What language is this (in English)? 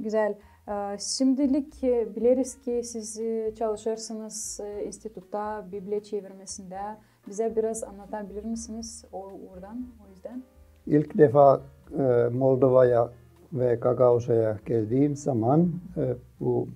Gagauz